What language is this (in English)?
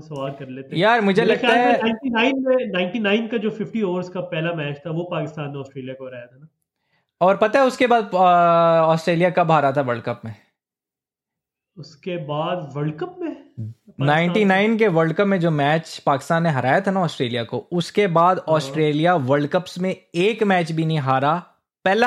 Hindi